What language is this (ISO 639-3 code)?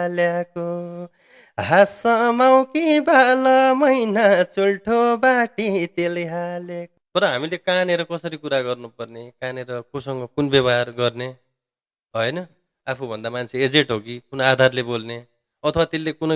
nep